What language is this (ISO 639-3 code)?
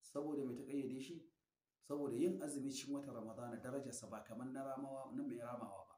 hau